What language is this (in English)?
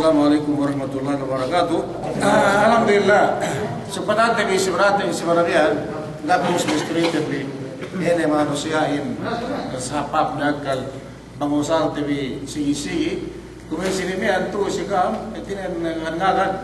Yakan